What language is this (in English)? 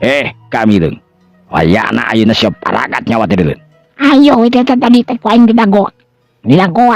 Sundanese